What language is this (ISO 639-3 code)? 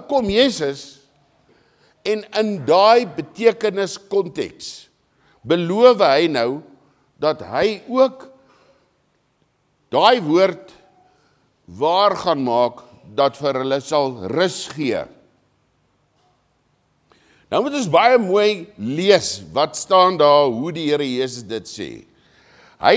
afr